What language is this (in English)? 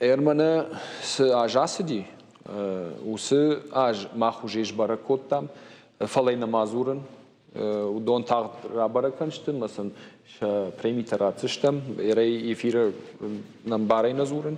Ossetic